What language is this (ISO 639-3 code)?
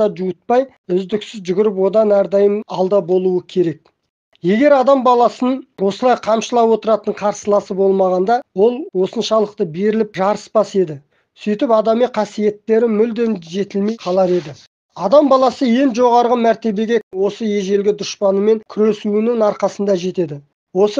kaz